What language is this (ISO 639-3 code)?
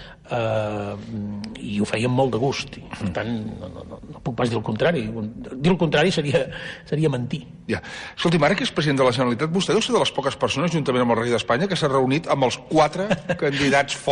cat